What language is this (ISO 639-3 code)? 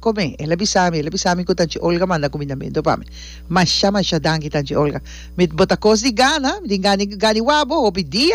pap